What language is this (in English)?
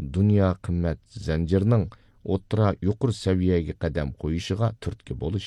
Uyghur